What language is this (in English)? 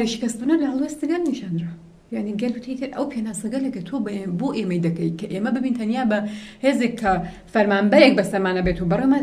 Central Kurdish